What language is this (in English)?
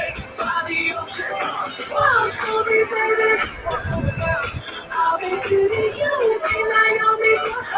English